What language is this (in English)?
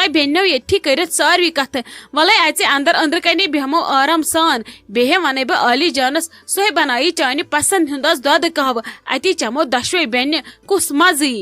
Kashmiri